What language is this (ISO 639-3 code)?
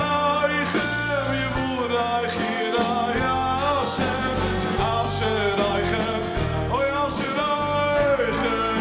yid